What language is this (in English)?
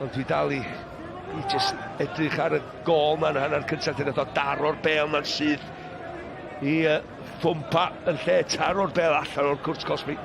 Welsh